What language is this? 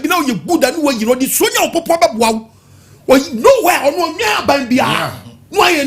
Akan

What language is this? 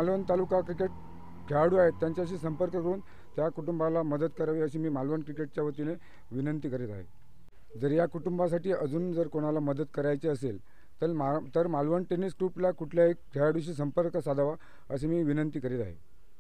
Marathi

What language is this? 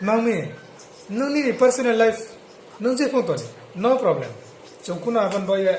Riang (India)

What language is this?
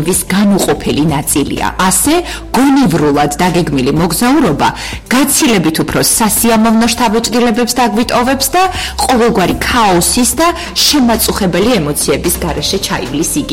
Georgian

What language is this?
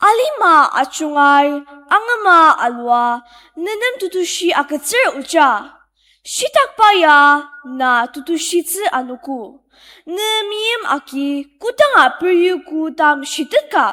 Ao Naga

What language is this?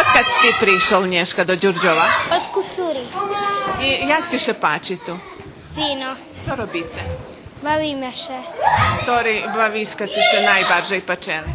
Rusyn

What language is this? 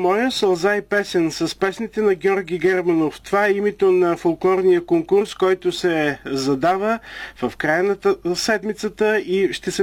Bulgarian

